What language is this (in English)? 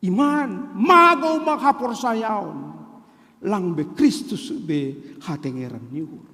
Batak Simalungun